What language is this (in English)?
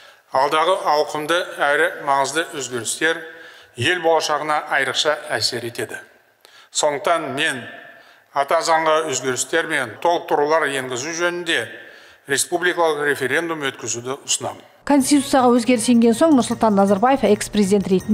Kazakh